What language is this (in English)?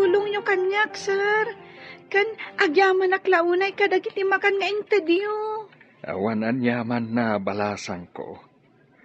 Iloko